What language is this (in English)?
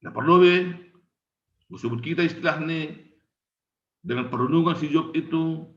Batak Simalungun